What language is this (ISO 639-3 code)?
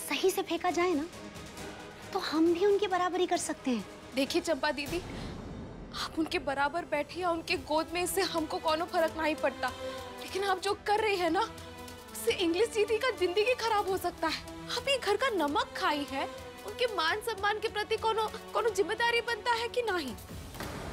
hin